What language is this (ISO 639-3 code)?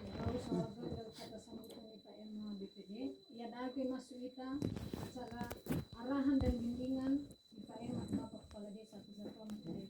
nia